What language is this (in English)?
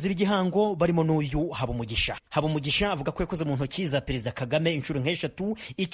Kinyarwanda